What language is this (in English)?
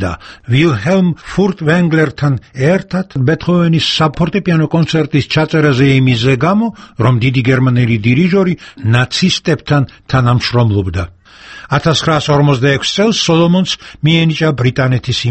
Georgian